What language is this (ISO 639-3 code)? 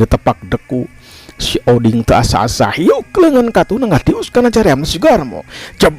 sun